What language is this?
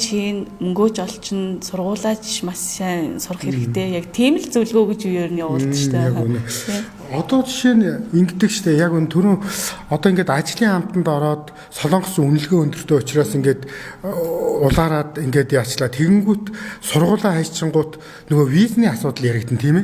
Mongolian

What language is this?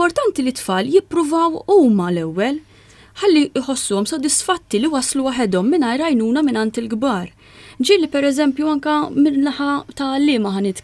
Maltese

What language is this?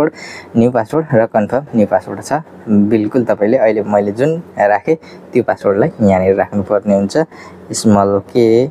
Nepali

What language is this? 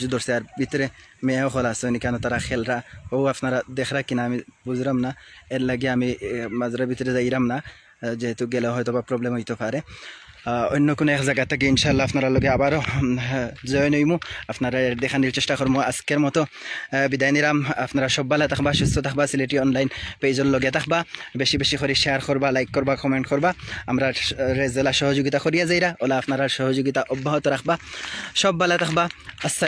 Sylheti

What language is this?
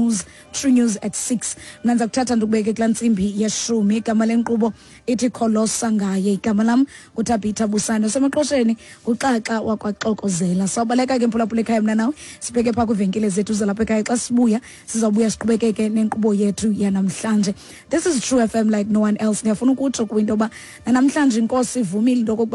Xhosa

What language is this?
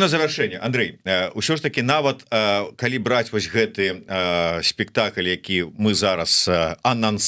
Belarusian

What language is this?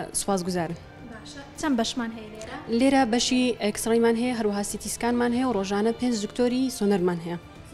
Central Kurdish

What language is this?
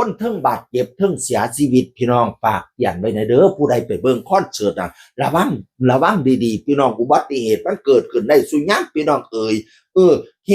Northeastern Thai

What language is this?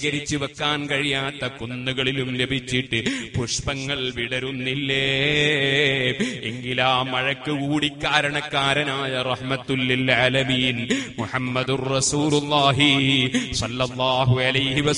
Malayalam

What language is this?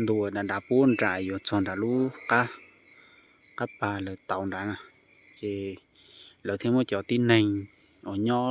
Hmong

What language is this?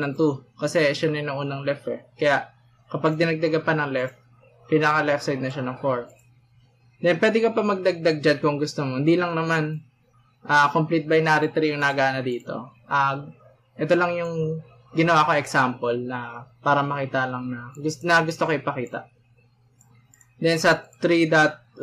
Filipino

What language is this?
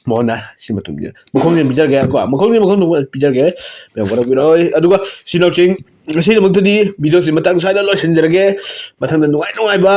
Manipuri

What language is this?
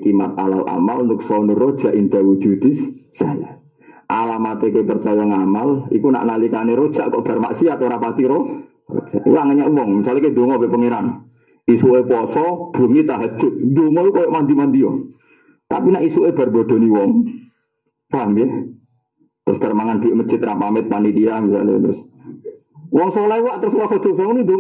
Javanese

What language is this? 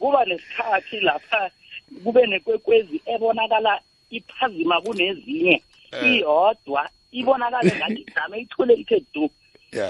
South Ndebele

